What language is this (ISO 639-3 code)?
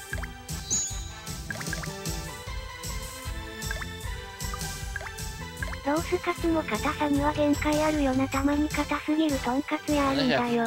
jpn